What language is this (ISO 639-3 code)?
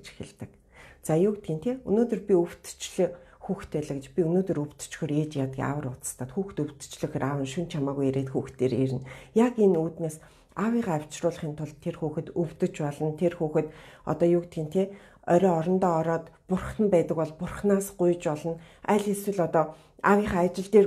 mon